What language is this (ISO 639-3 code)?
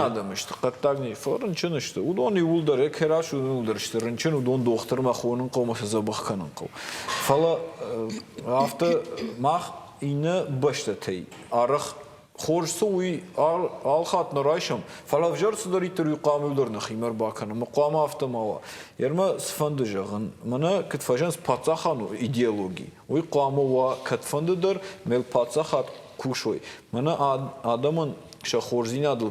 oss